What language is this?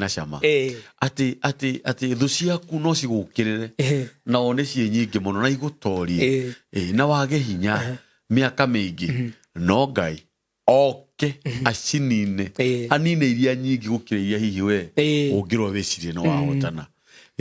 Kikuyu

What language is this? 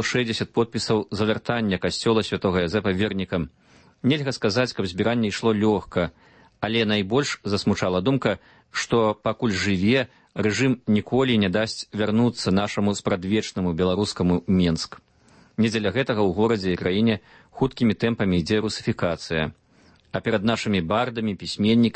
Belarusian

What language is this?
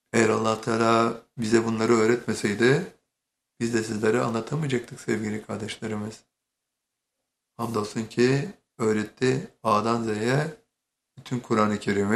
Turkish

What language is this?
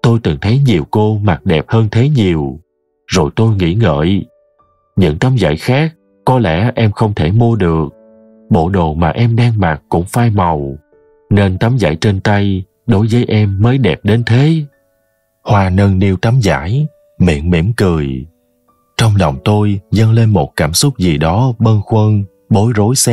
Vietnamese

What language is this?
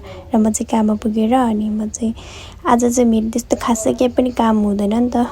Nepali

